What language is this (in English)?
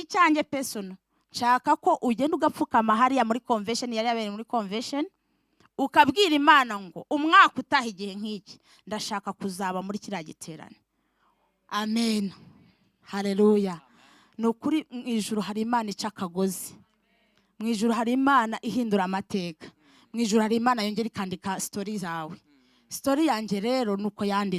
Kinyarwanda